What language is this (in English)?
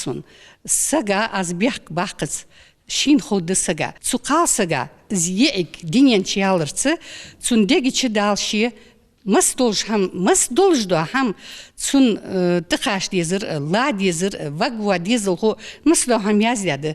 Ingush